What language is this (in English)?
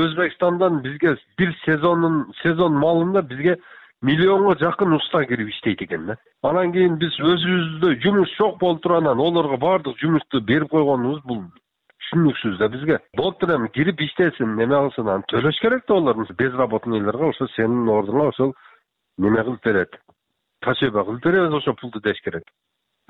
Kyrgyz